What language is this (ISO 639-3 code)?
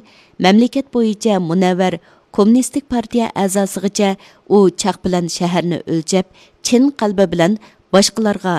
uig